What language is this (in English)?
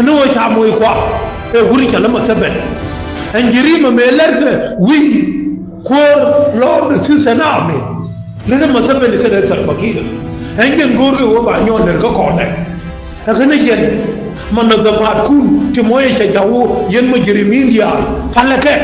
Nuer